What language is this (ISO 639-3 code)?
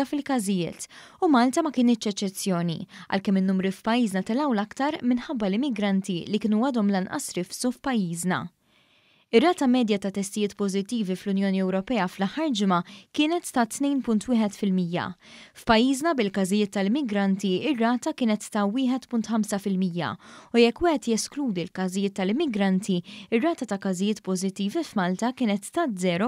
mlt